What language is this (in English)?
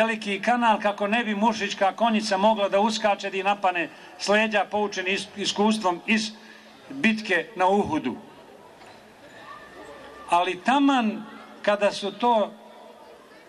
Bosnian